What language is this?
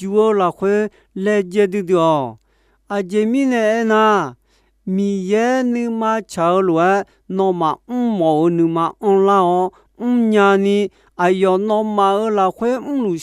Akha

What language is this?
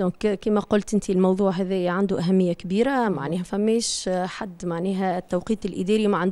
Tunisian Arabic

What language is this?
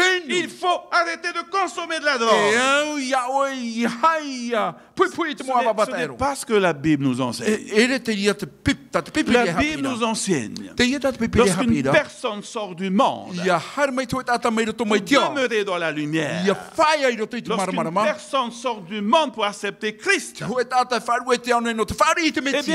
Tahitian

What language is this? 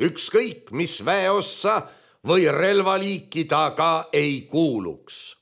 Estonian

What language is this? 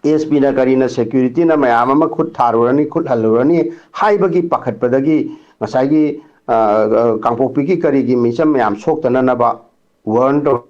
Manipuri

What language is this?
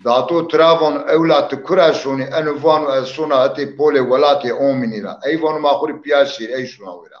Zaza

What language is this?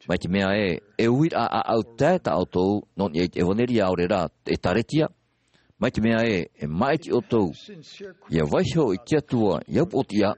Tahitian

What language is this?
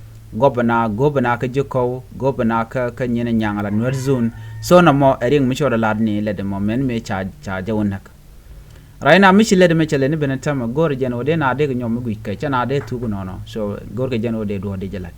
Nuer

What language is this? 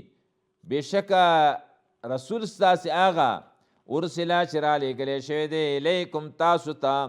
Pashto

